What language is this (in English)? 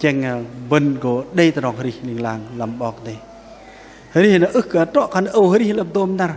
Bahnar